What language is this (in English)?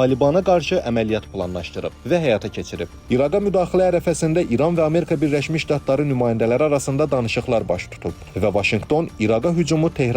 Azerbaijani